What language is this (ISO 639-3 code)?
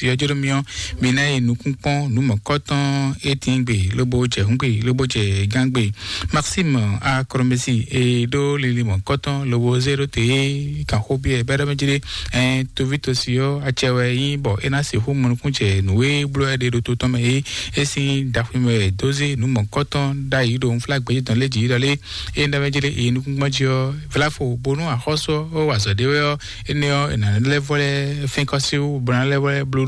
fon